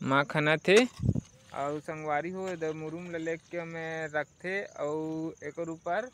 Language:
Chhattisgarhi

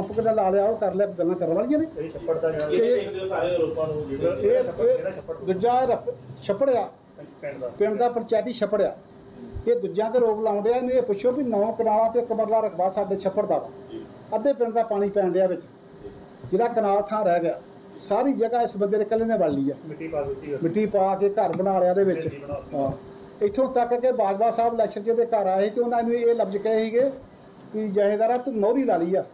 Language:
Punjabi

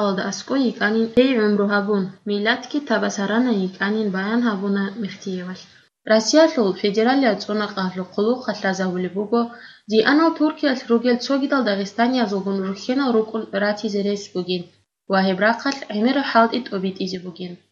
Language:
Avaric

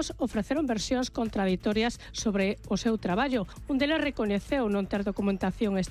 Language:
Galician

